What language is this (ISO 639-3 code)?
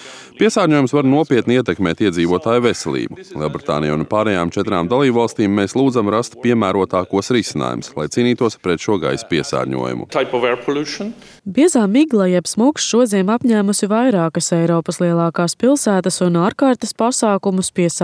lav